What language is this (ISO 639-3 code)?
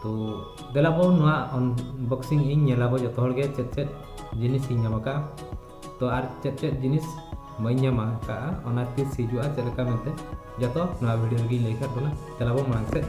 sat